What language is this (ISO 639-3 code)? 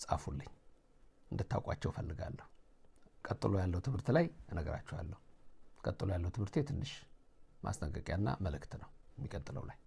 amh